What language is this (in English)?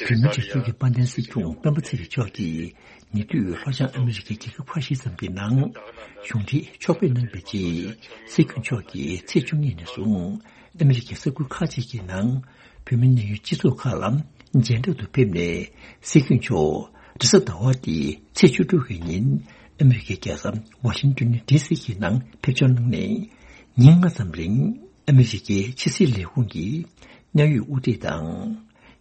Tibetan